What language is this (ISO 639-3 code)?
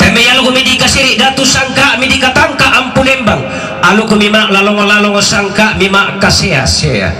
sda